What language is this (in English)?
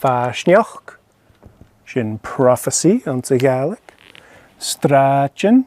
Scottish Gaelic